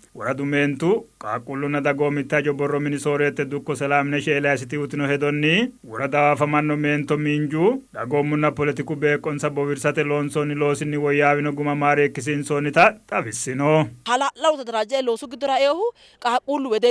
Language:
Sidamo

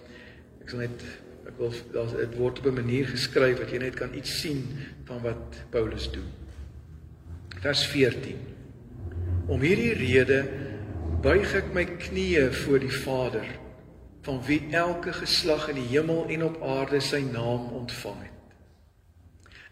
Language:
Afrikaans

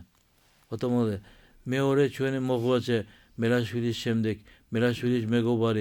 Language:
Georgian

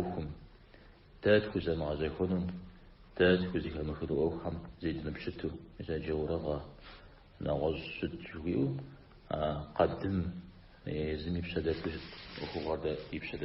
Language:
Kabardian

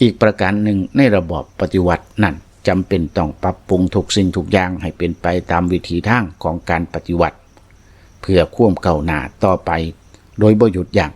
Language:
Lao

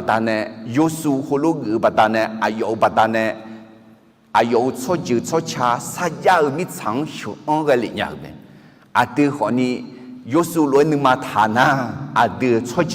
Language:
Akha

